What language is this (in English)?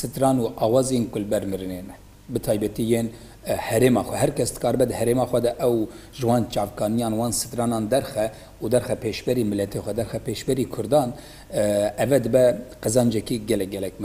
Kurdish